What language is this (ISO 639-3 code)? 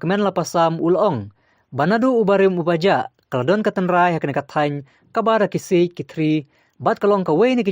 kha